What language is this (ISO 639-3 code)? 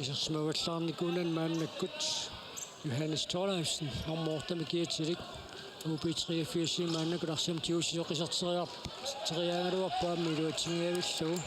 kal